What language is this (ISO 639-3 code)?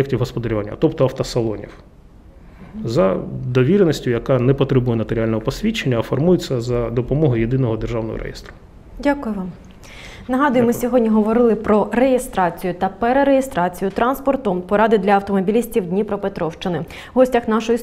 ukr